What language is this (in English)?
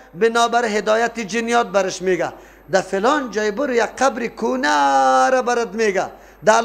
Persian